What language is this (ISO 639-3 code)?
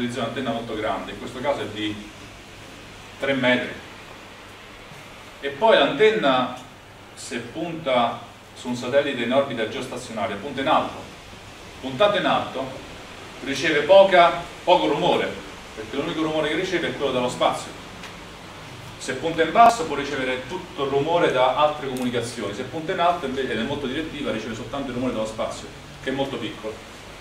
ita